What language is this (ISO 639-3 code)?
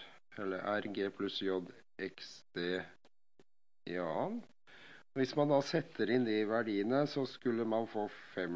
nor